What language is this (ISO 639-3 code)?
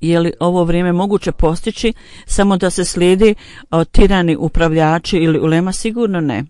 bos